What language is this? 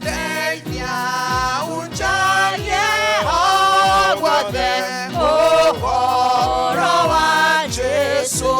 Kikuyu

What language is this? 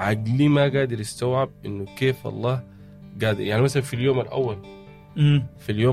Sudanese Arabic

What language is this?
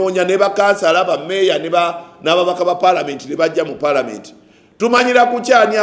Ganda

